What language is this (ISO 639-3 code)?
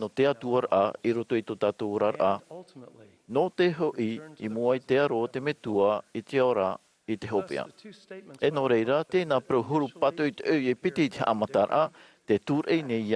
tah